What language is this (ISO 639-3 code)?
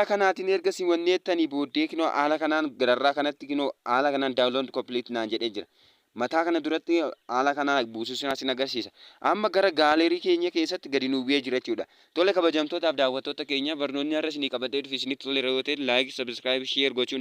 orm